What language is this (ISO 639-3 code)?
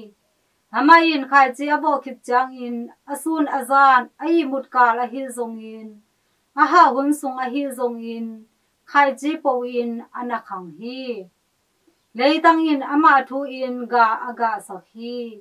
ctd